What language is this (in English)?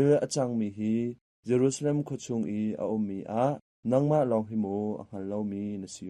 Hakha Chin